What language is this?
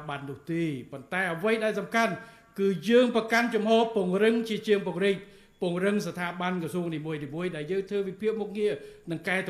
Khmer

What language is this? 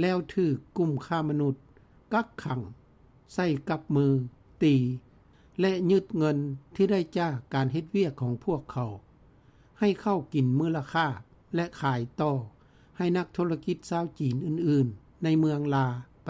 Lao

